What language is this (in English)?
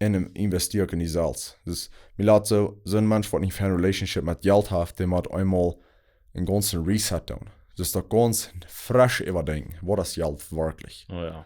Plautdietsch